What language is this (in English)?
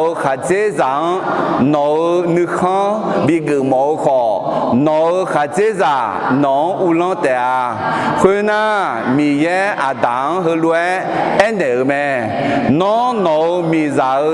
Akha